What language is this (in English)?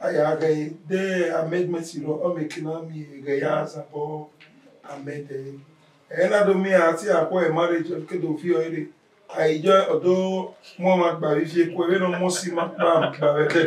Bini